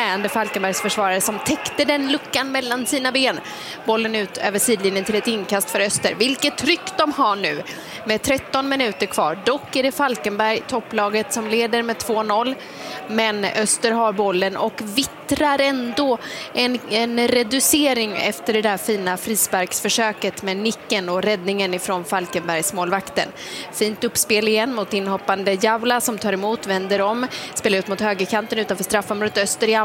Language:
Swedish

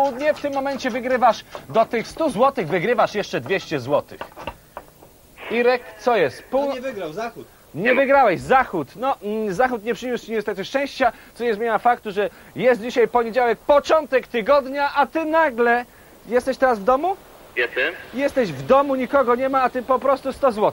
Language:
Polish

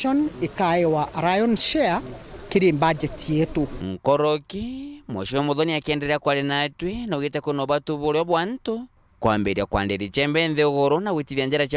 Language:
Meru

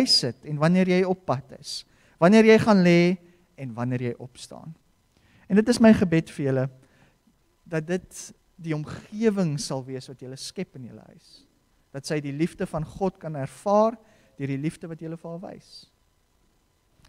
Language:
Afrikaans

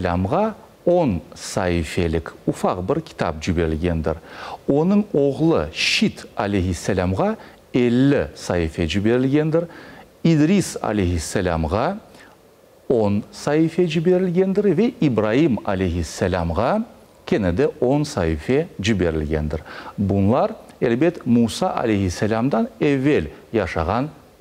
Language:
Crimean Tatar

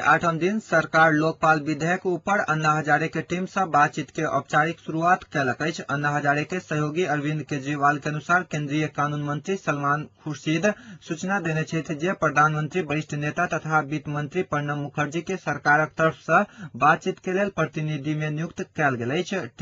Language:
Maithili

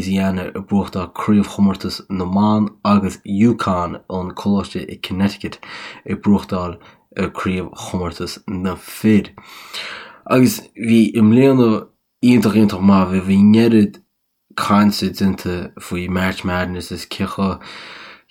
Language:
Irish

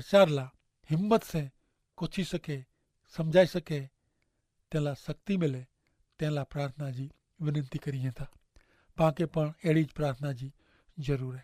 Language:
Kachhi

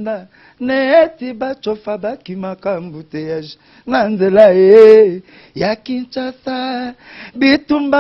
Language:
Lingala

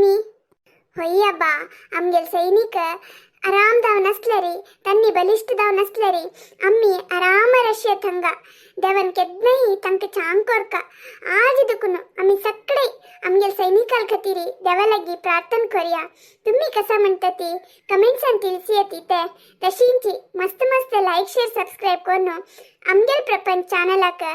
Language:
Konkani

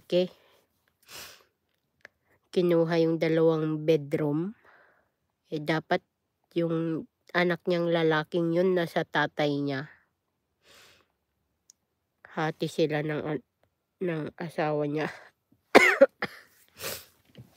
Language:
Filipino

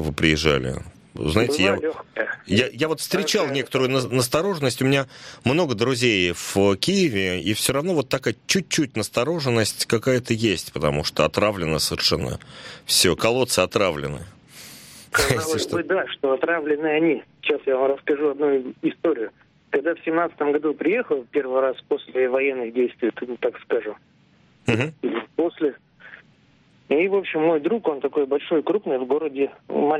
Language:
Russian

